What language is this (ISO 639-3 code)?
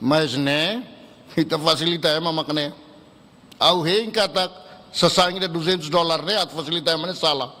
tet